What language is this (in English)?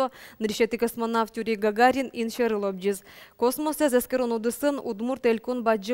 Udmurt